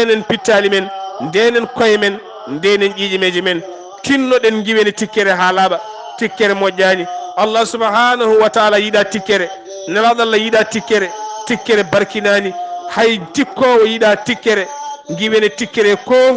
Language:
Fula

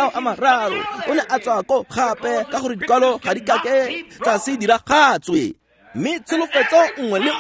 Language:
Tswana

